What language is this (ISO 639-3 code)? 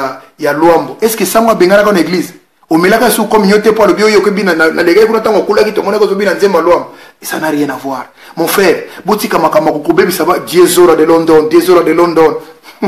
lin